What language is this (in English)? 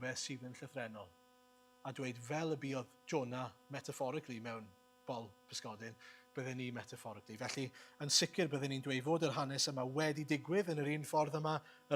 Welsh